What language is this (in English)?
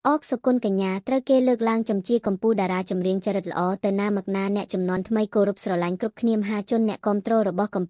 Khmer